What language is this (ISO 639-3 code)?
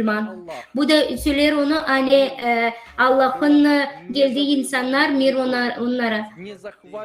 gag